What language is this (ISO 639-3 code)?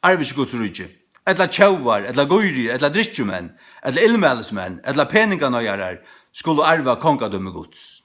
fao